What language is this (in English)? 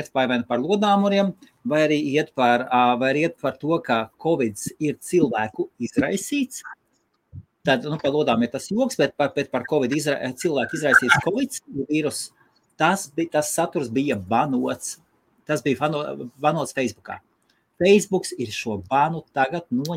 Latvian